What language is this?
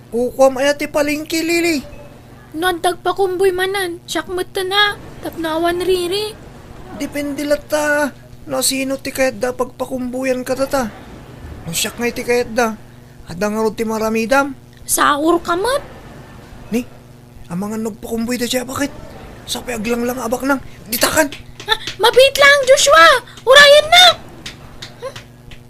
Iloko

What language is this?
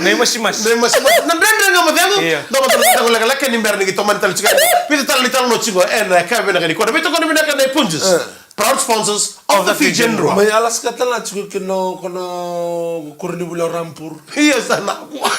Fijian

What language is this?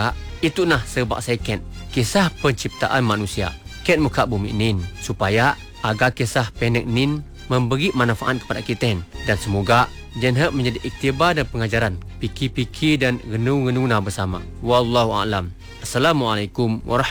Malay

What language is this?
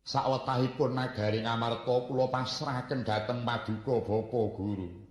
Javanese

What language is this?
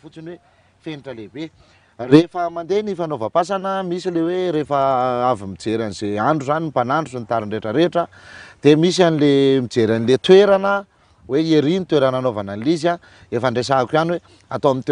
Malagasy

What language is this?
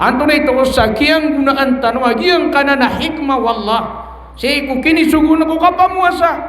Maranao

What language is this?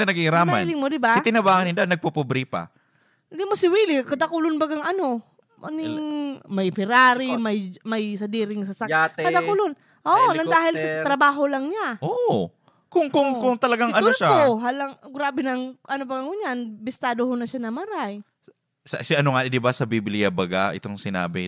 Bikol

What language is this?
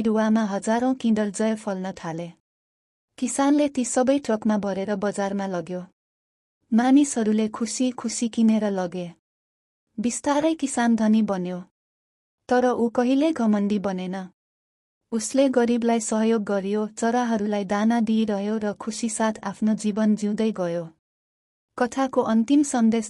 Nepali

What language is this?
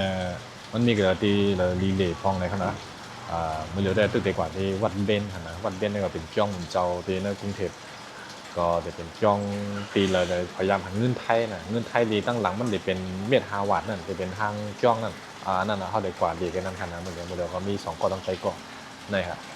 Shan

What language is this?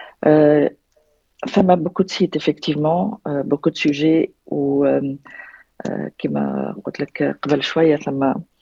Tunisian Arabic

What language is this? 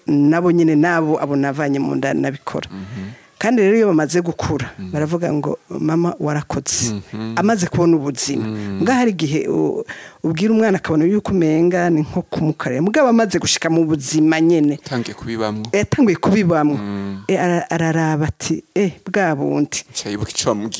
Rundi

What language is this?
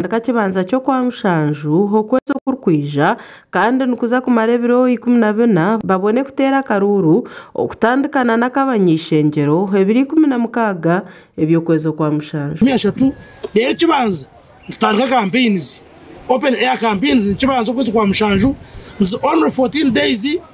Nyankole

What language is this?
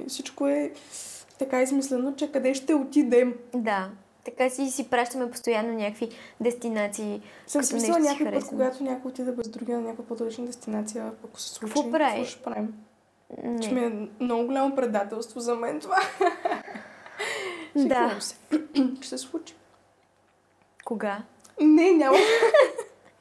Bulgarian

